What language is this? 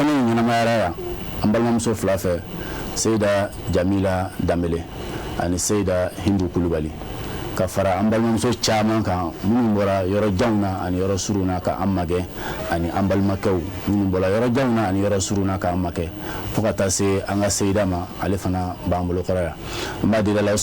Bambara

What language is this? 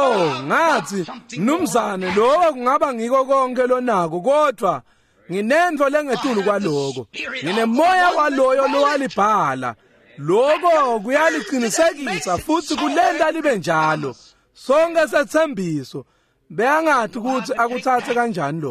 Swati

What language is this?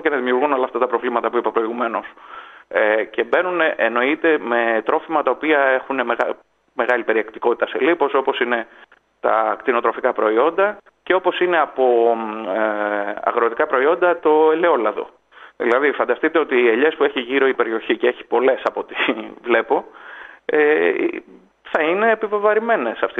Greek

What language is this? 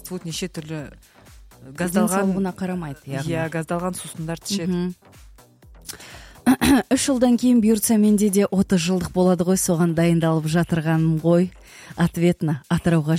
Kazakh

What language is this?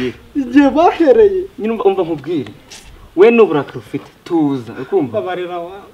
Kinyarwanda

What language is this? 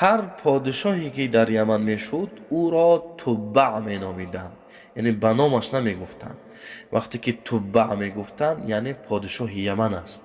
Tajik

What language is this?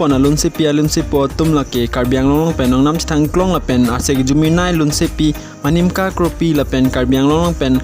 Karbi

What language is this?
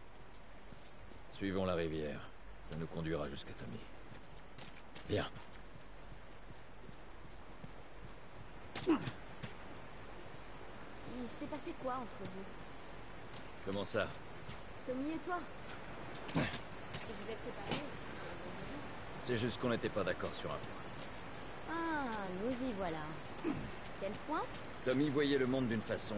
French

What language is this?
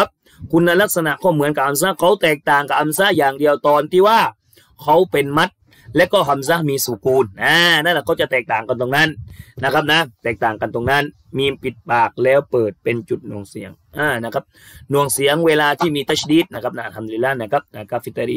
Thai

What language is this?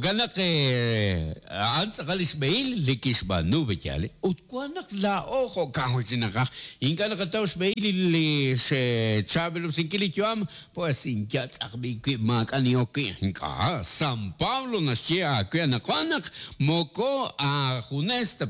Kekchí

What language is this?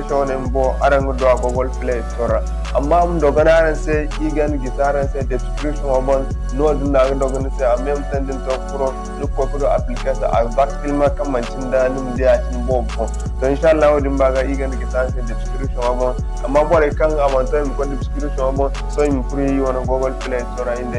Zarma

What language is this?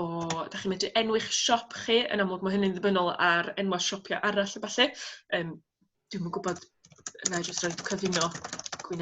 Welsh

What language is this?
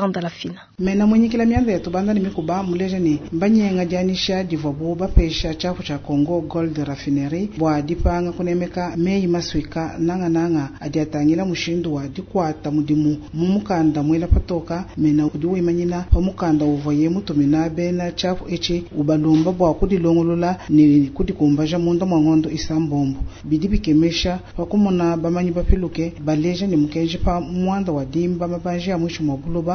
Luba-Lulua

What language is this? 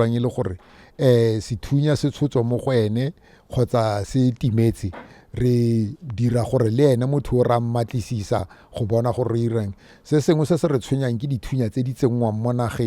Tswana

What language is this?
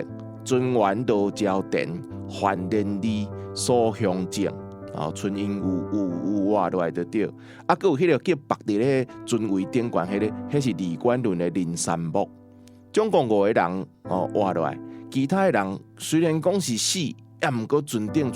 Min Nan Chinese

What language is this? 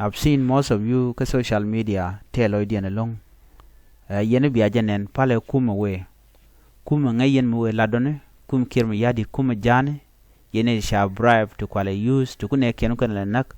Nuer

